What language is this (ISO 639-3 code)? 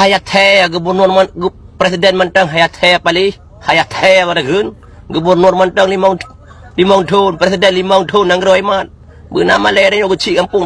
ace